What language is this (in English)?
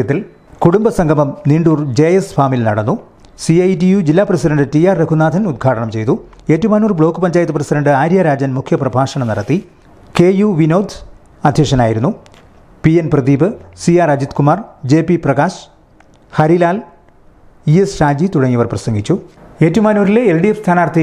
Malayalam